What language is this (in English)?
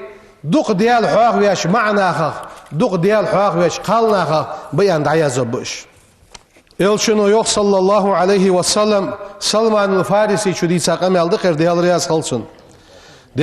Ingush